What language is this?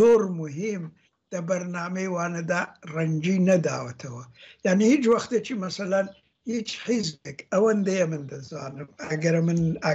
Central Kurdish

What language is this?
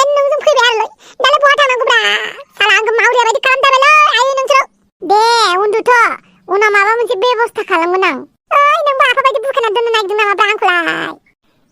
Bodo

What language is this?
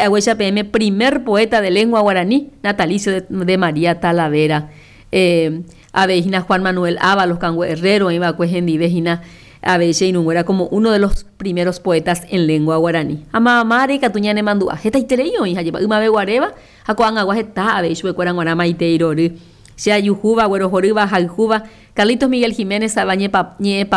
Guarani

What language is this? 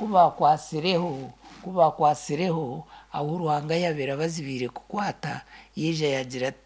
Nyankole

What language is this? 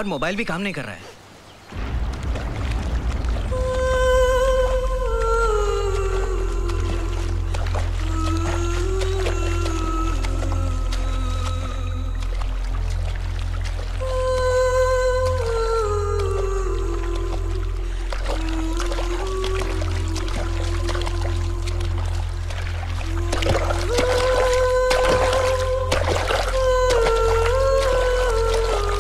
Hindi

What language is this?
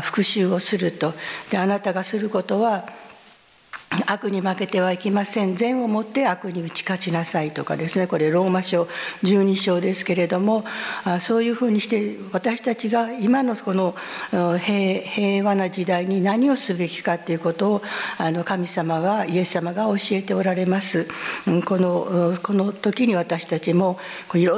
Japanese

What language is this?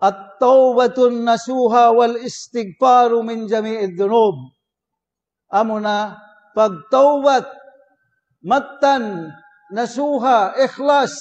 Tausug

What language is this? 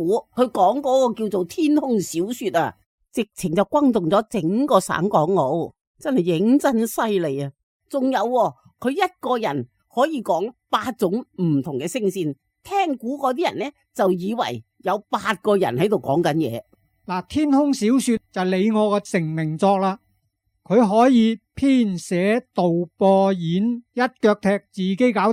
Cantonese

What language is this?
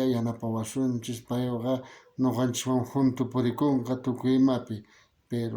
South Bolivian Quechua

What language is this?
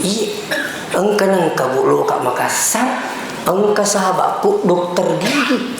Buginese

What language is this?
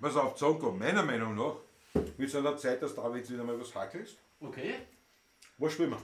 Bavarian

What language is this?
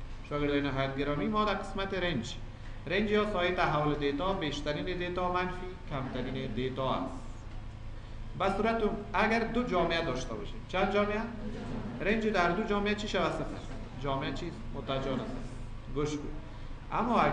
Persian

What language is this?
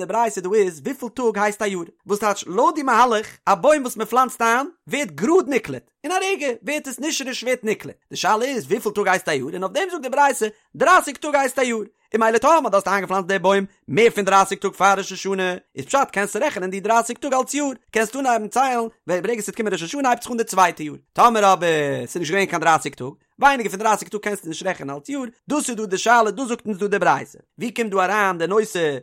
Yiddish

